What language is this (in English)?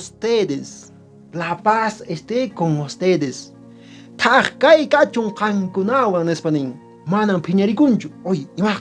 Quechua